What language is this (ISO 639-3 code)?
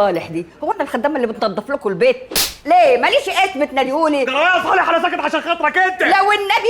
arz